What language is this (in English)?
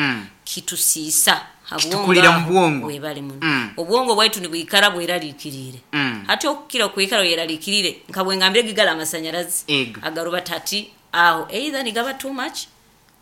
Nyoro